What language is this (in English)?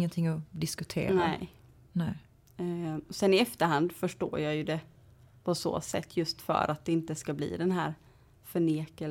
Swedish